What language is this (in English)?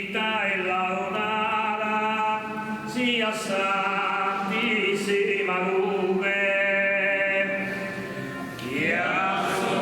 Sardinian